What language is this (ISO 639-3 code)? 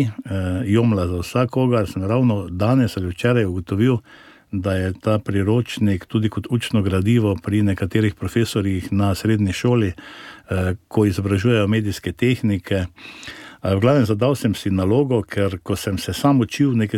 slv